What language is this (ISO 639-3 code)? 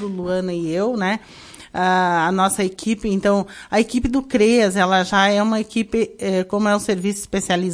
por